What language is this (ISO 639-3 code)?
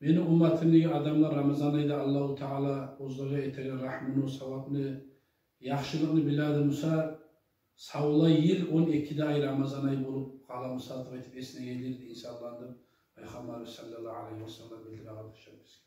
kum